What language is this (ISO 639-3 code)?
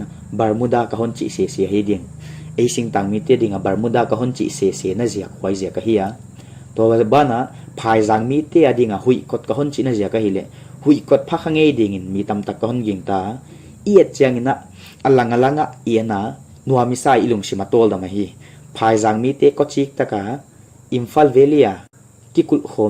pck